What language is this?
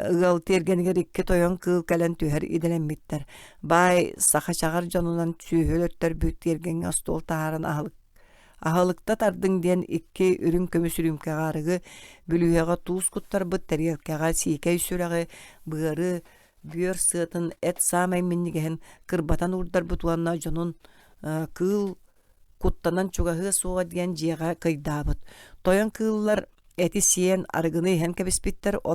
Yakut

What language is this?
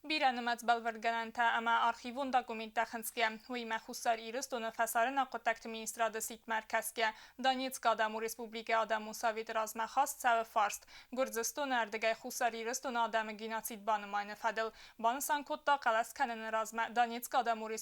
Ossetic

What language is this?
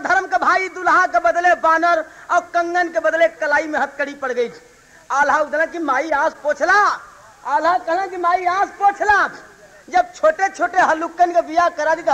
Bhojpuri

